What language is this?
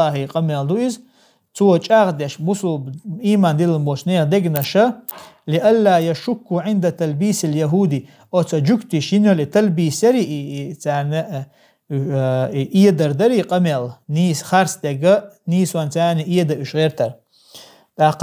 Chechen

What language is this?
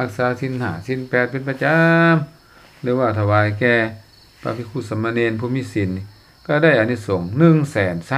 Lao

